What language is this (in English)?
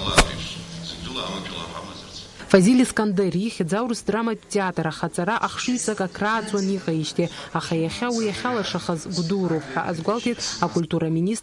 Abkhazian